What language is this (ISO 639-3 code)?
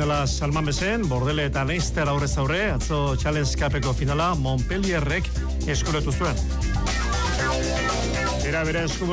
eus